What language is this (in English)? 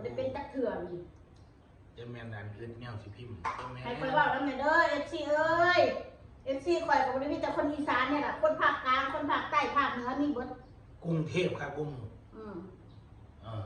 Northeastern Thai